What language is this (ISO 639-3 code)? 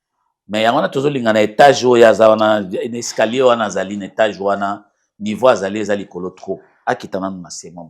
lin